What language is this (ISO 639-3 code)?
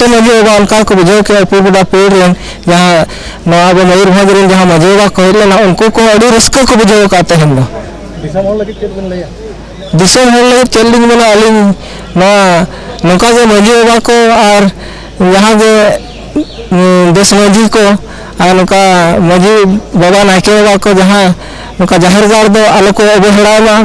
sat